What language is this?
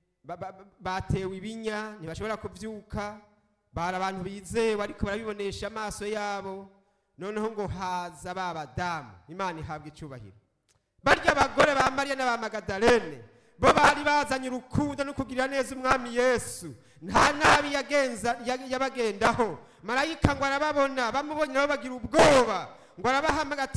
Rundi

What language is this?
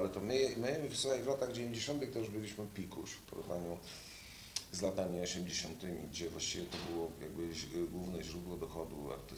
Polish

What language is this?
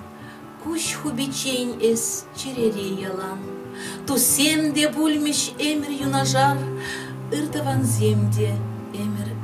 Chuvash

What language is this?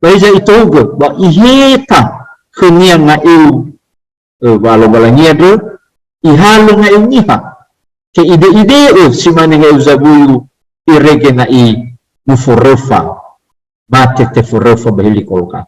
Nias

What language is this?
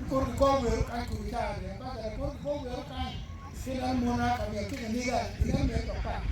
Acoli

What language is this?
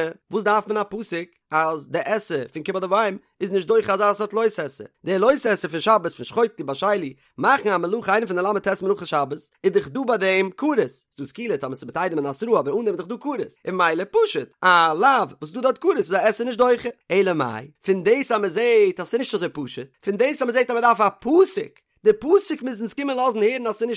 Yiddish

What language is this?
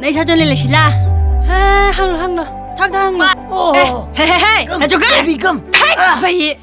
Tangkhul Naga (India)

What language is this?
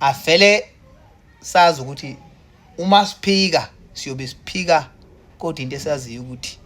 Zulu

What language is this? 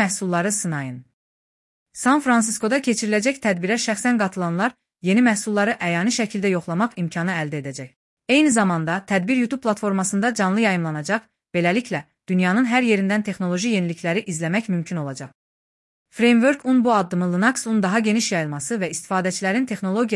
Azerbaijani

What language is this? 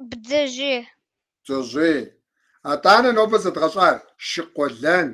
Kabardian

